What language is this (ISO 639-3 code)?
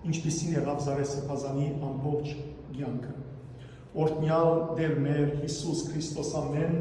hyw